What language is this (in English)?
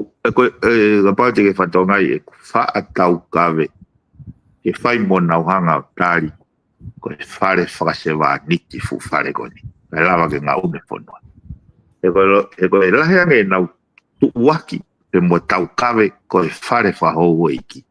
Tongan